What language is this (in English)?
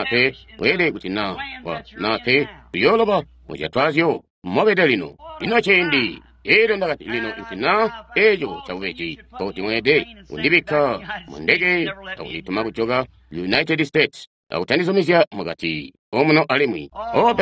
Tonga (Zambia)